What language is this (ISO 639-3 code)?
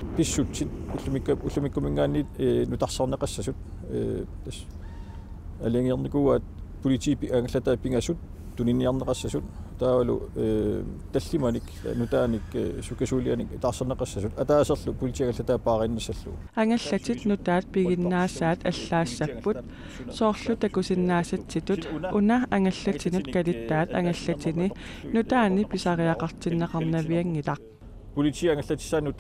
kal